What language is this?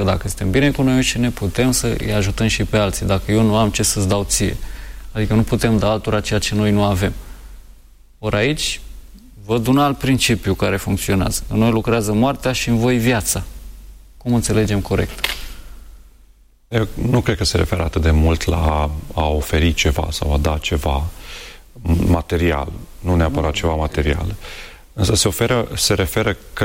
Romanian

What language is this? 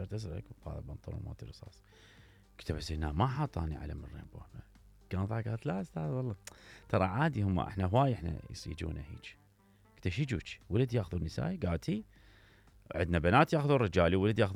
Mesopotamian Arabic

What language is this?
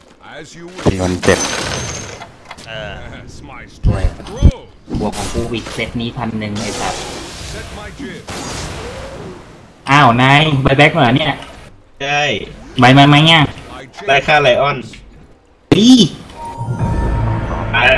Thai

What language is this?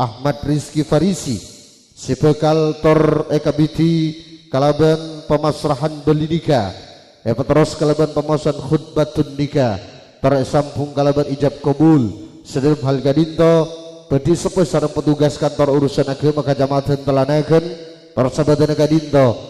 Madurese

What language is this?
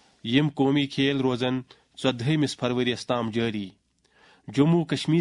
Kashmiri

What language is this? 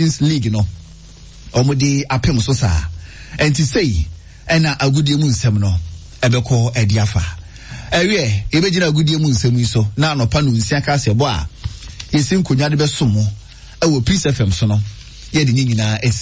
Akan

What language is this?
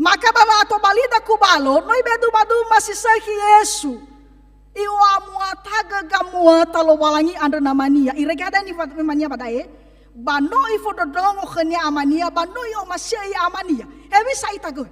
Nias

